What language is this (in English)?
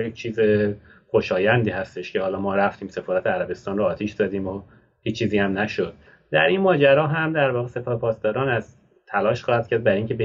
Persian